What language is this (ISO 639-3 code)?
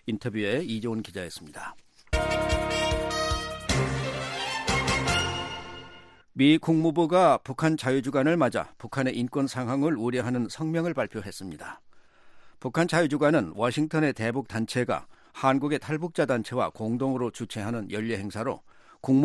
kor